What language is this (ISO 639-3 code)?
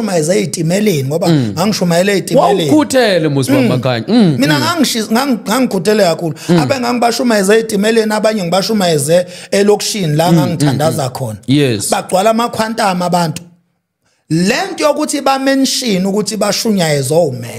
zul